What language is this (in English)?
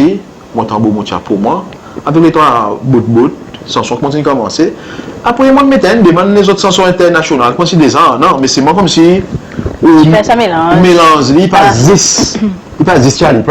Seselwa Creole French